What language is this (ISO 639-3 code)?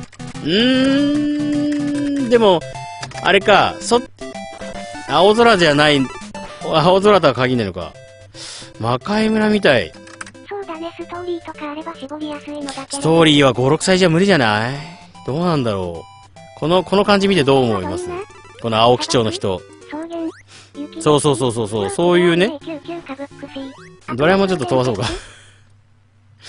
jpn